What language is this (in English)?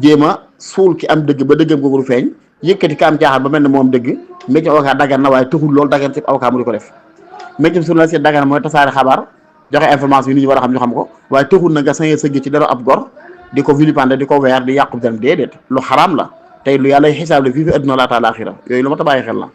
Wolof